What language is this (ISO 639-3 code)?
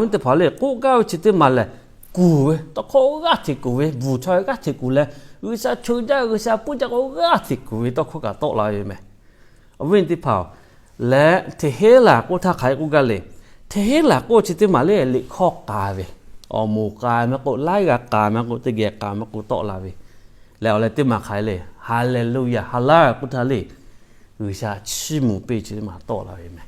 lhu